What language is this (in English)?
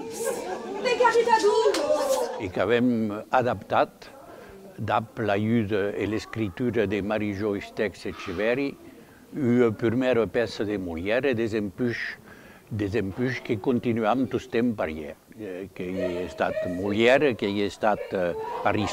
Occitan